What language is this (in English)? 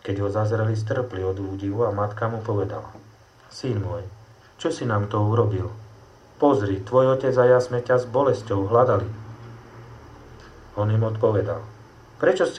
Slovak